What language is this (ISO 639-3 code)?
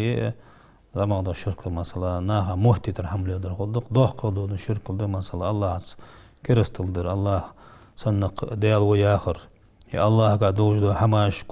inh